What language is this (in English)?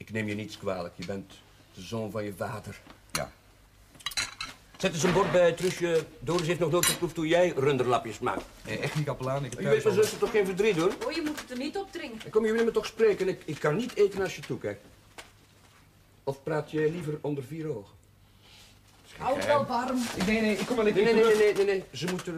Dutch